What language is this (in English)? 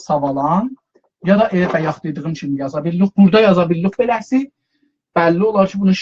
South Azerbaijani